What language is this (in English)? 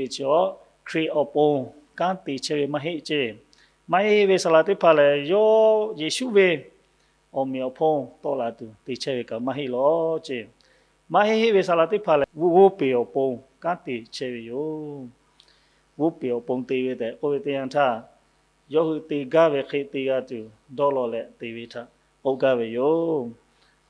Lahu